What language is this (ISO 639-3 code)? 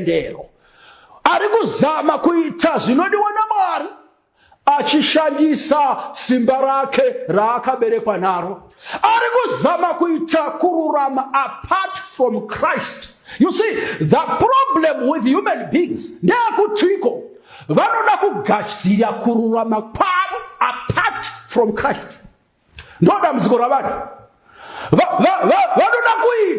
sna